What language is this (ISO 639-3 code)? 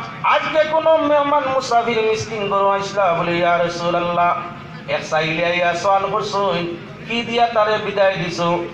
syl